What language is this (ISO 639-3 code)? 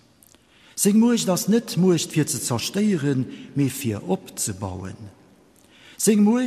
ltz